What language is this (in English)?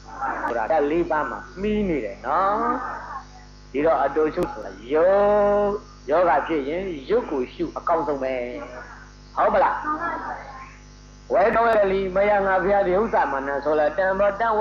Burmese